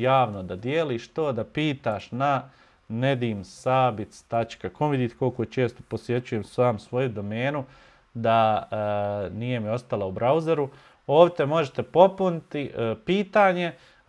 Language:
Bosnian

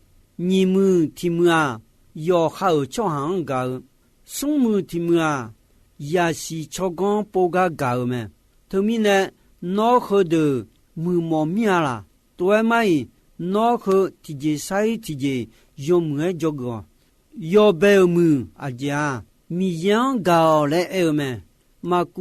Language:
Akha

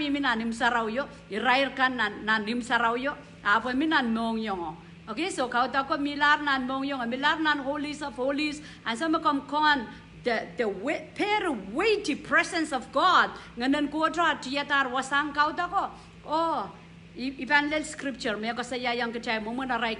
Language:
Pohnpeian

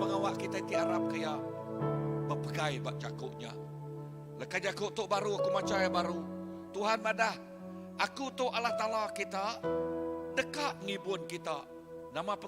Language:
Iban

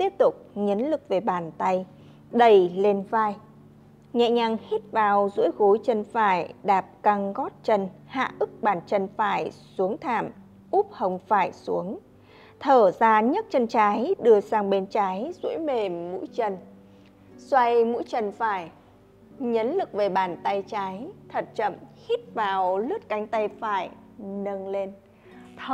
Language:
Vietnamese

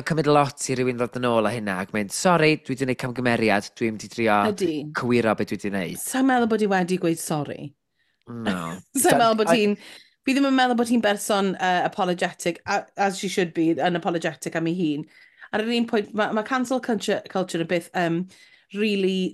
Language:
Welsh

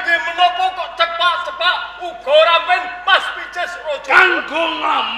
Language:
Javanese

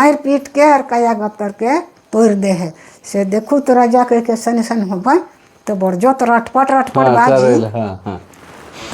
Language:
Sadri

